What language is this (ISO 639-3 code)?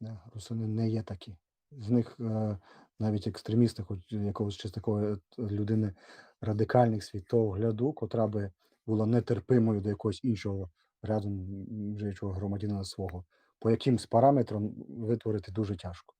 rue